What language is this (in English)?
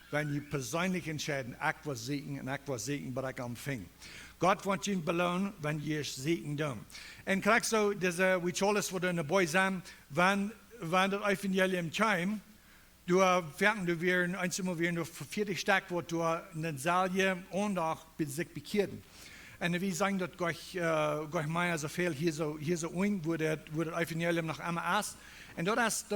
Plautdietsch